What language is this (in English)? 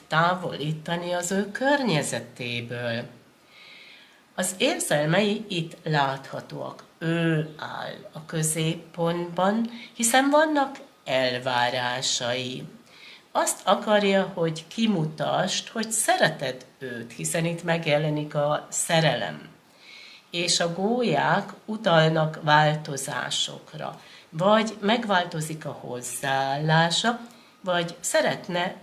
Hungarian